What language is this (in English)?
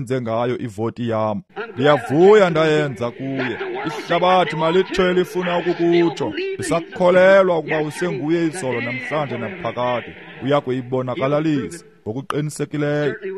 Xhosa